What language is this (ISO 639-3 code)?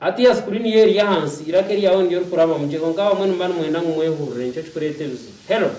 nyn